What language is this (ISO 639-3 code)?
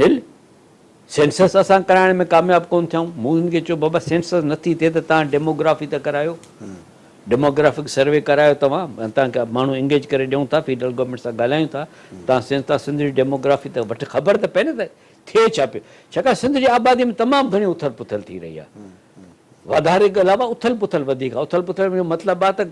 snd